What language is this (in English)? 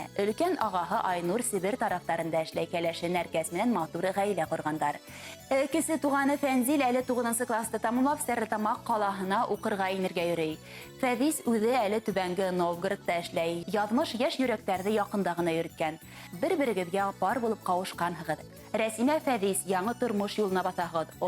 Bashkir